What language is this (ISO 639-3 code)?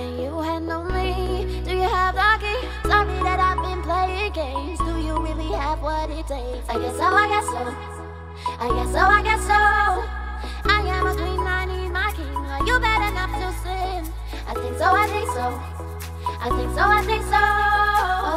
eng